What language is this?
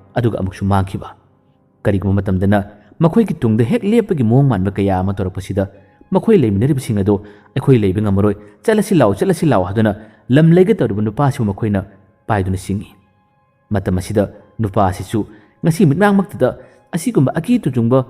Manipuri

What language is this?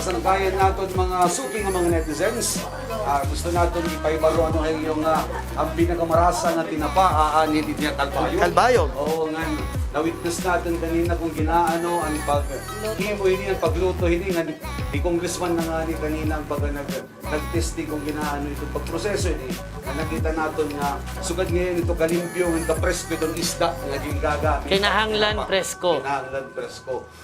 Waray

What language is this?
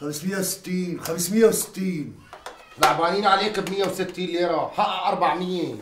North Levantine Arabic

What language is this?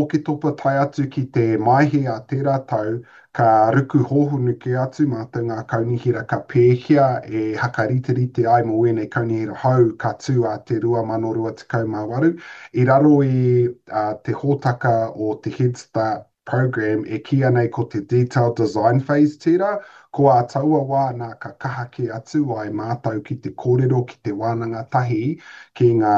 Māori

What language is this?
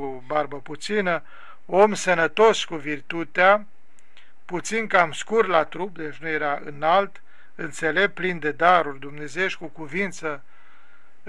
Romanian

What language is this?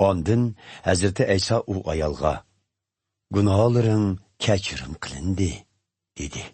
Uyghur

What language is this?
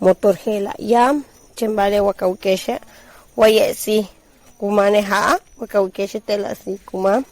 Yucateco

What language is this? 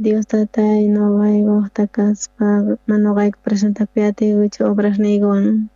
South Bolivian Quechua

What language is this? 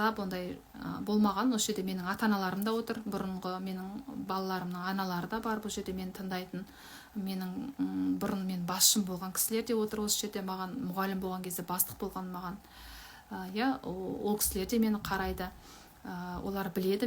Kazakh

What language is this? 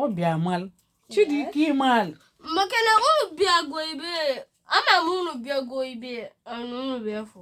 Igbo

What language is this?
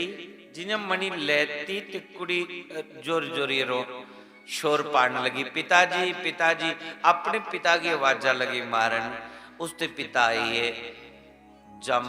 Dogri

